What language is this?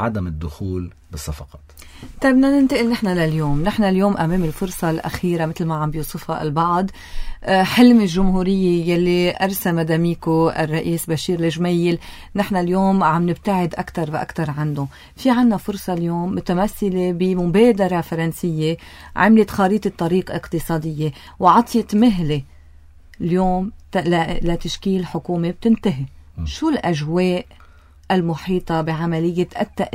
North Levantine Arabic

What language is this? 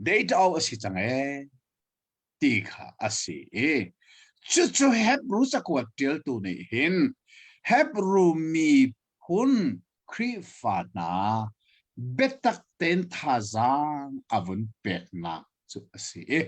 Hakha Chin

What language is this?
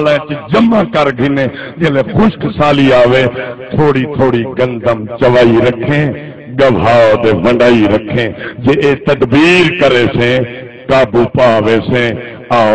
Saraiki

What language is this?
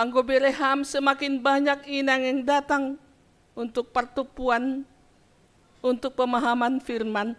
Batak Simalungun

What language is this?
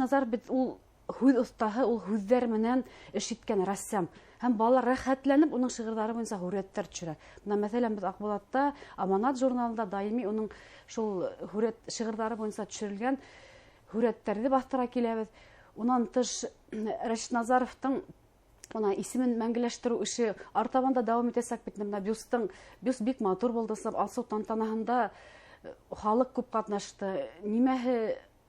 Bashkir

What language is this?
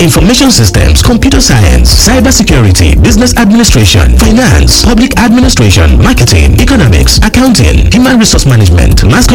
Yoruba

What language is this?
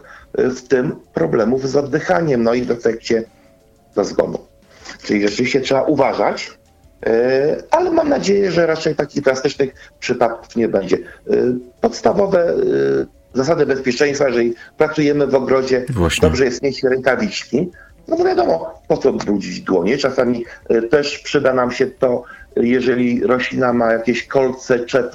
Polish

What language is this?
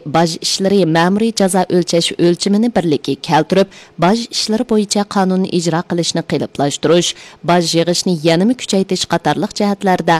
Uyghur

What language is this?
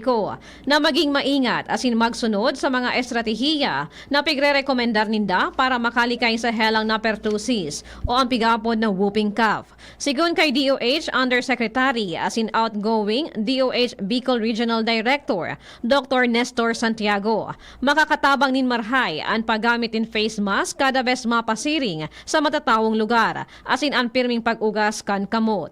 Bikol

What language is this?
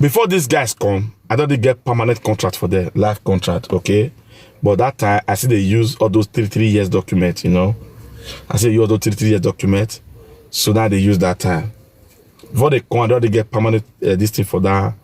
Nigerian Pidgin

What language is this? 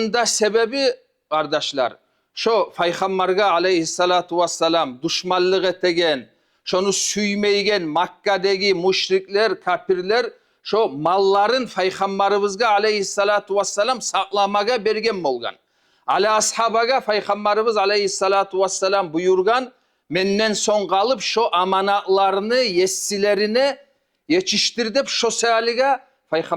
Kumyk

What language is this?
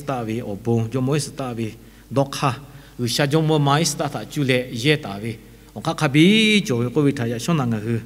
Lahu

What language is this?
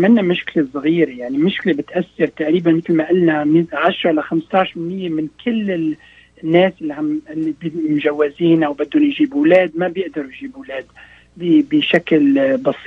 North Levantine Arabic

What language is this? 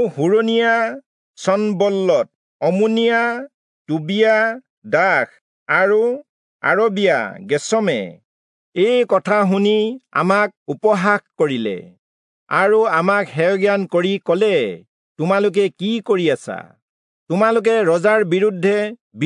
Assamese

